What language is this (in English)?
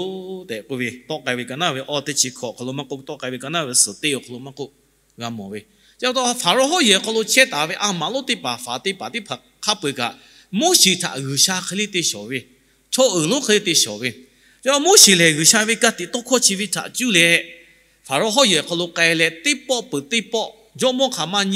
Lahu